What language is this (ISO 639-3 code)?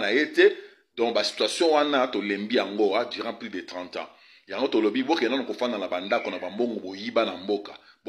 lin